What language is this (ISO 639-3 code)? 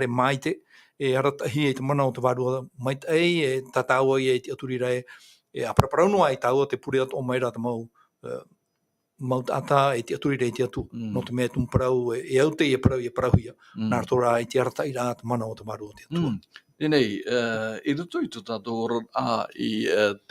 tah